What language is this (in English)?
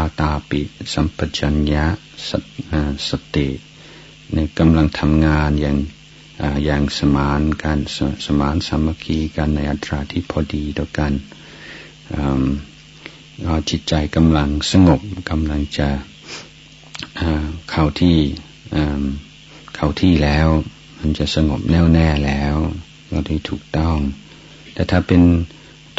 Thai